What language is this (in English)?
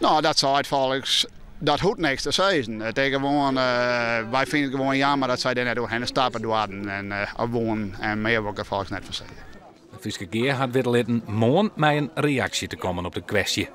Western Frisian